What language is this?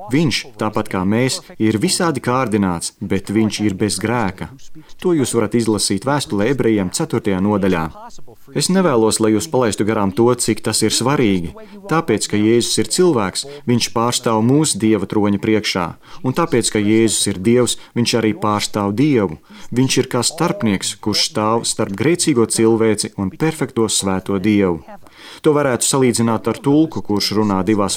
Latvian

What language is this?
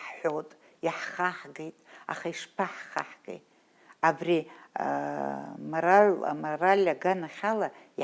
Abkhazian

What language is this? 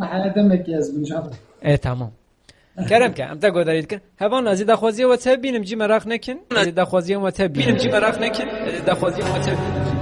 Kurdish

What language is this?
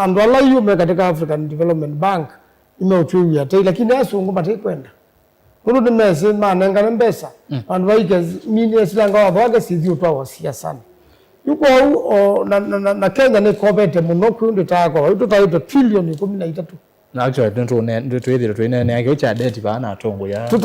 Kamba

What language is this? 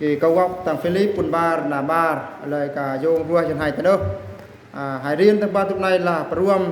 Eastern Bru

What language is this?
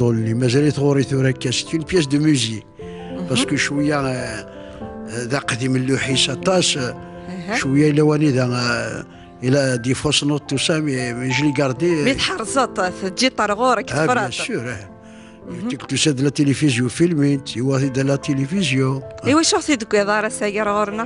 Kabyle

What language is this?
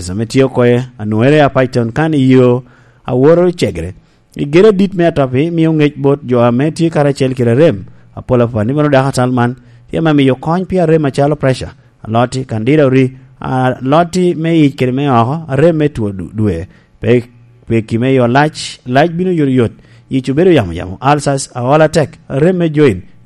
Lango (Uganda)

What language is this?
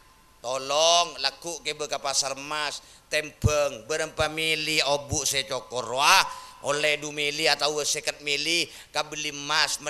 Madurese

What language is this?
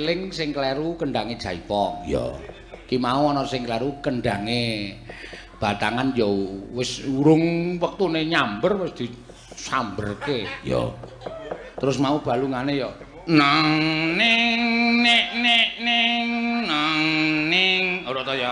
Javanese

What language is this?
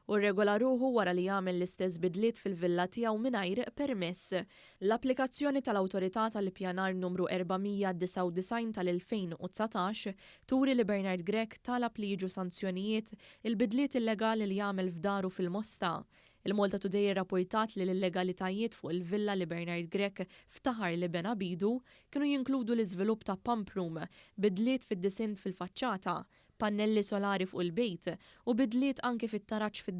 Maltese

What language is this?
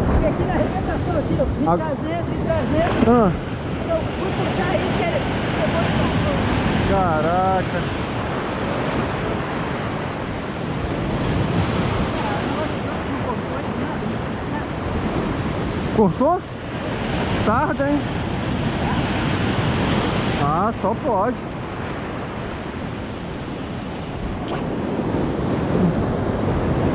Portuguese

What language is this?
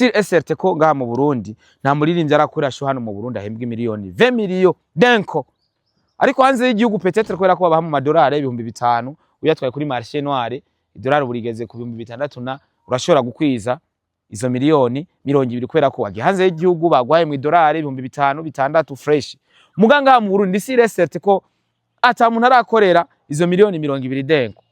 Rundi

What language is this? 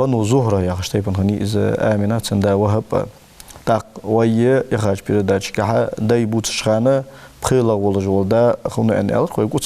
Ingush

